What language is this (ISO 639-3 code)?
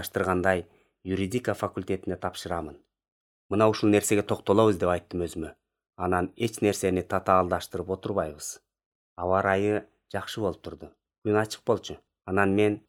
kir